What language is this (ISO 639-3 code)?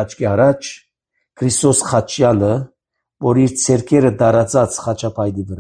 hye